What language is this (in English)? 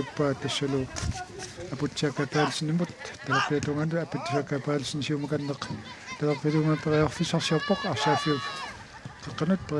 Kalaallisut